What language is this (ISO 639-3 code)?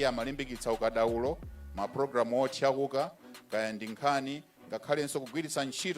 nya